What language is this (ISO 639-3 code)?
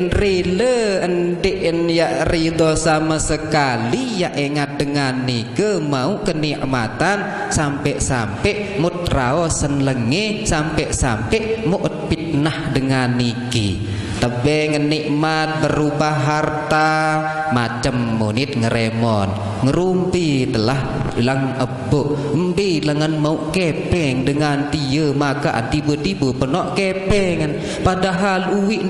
sas